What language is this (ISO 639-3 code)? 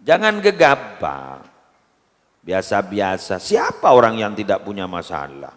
mad